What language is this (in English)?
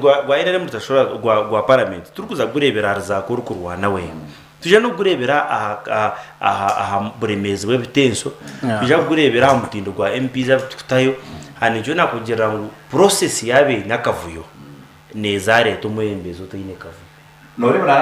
Nyankole